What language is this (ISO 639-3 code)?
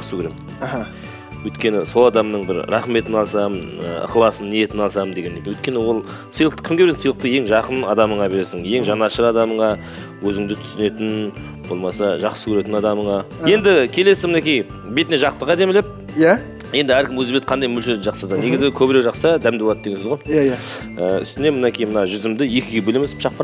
kaz